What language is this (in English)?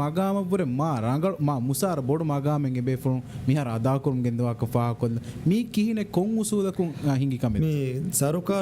Divehi